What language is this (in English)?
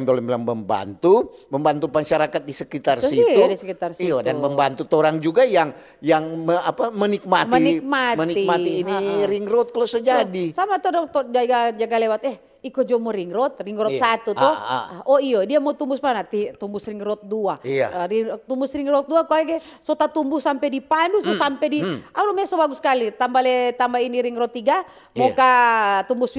Manado Malay